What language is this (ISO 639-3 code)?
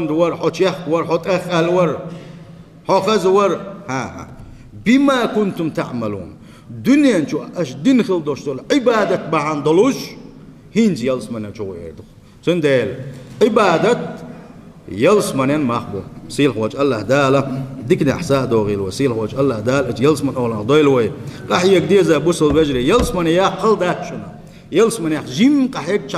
che